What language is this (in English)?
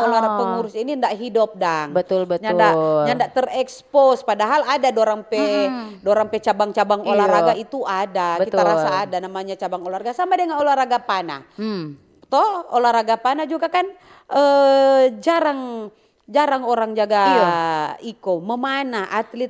Manado Malay